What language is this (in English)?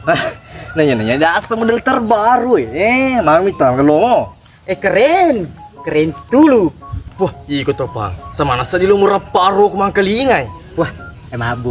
Buginese